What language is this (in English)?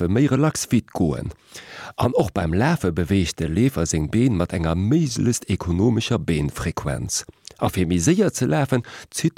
Luxembourgish